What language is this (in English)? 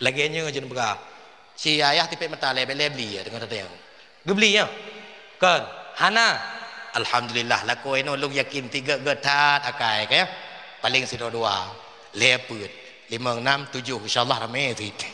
Achinese